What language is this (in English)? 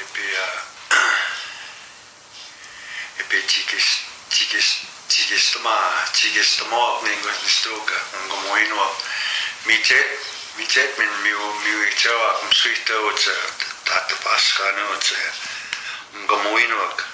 Plains Cree